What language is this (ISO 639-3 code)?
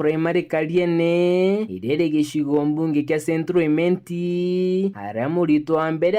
mer